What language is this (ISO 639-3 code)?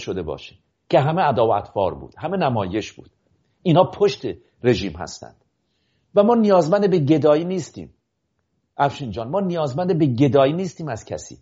fas